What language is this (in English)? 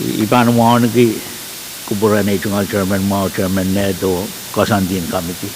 Pohnpeian